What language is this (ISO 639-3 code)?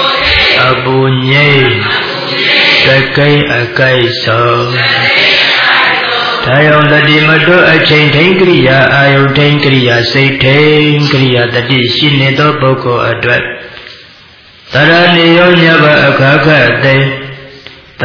mya